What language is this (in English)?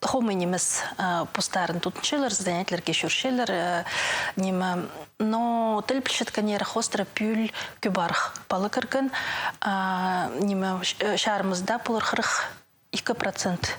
Khakas